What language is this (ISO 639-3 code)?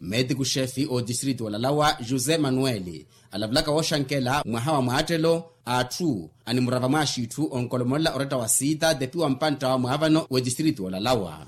vmw